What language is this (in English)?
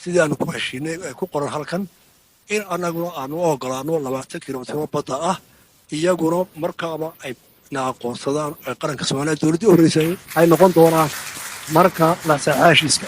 Somali